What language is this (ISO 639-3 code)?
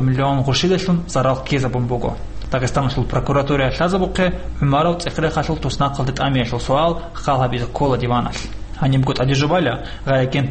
ava